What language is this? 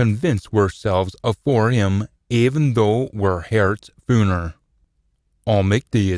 Scots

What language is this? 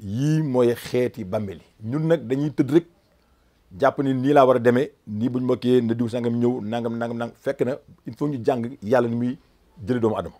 Wolof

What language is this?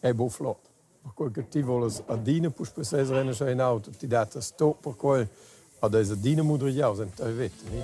Romansh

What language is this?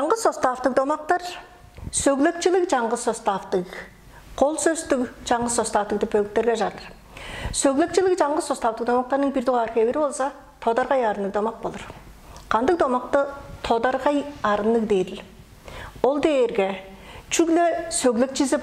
Tuvinian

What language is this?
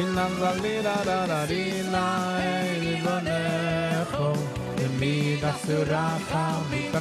Yiddish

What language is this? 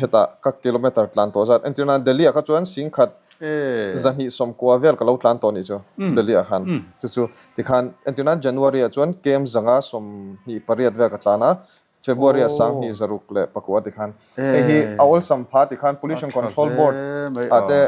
Mizo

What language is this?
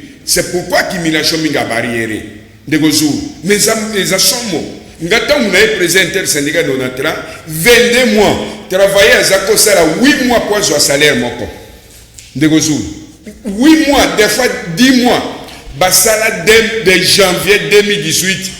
Lingala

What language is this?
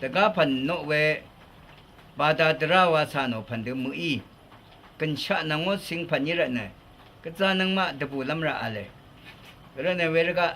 Rawang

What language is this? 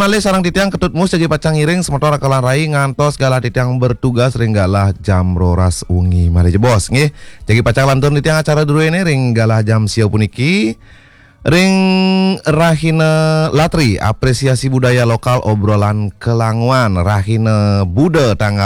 Balinese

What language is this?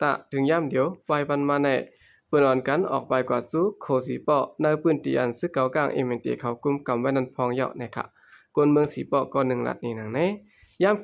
Shan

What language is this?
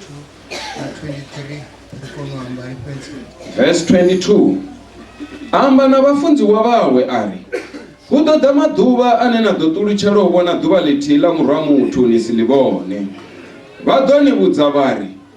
Venda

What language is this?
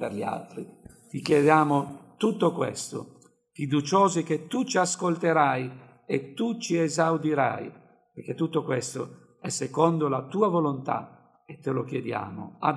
Italian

